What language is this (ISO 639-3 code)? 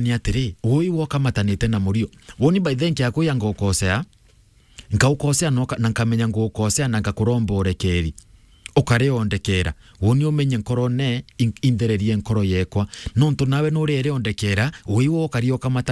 mer